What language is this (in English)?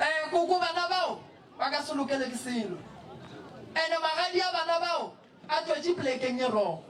Northern Sotho